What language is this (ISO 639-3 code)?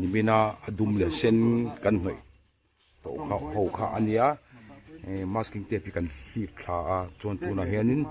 lus